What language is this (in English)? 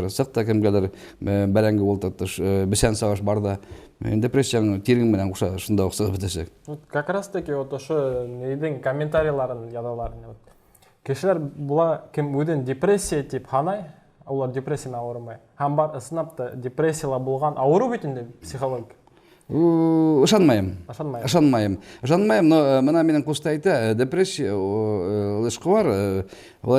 Bashkir